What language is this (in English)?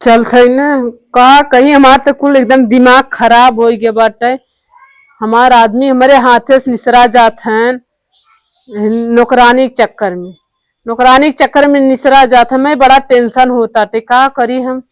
Awadhi